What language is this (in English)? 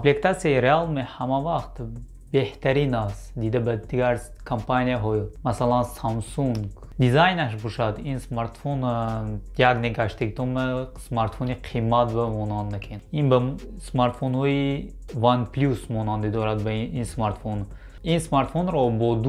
Tajik